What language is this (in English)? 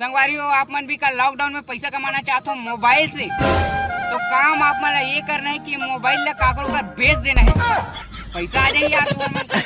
Chhattisgarhi